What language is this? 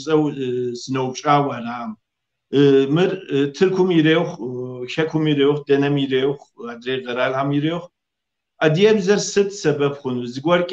Kabardian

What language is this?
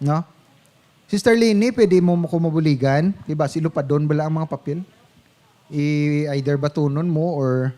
Hiligaynon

